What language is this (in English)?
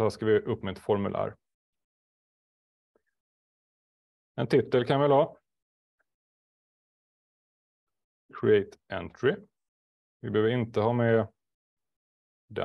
Swedish